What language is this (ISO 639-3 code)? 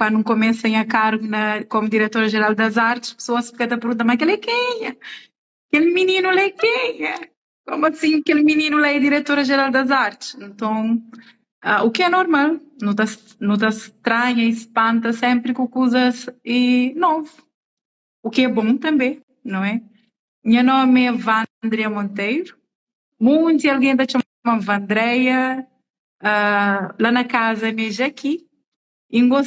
kea